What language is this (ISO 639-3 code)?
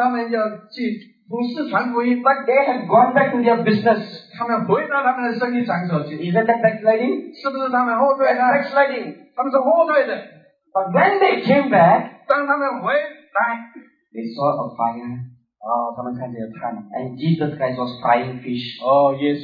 zho